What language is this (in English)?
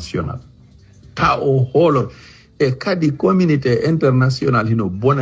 Fula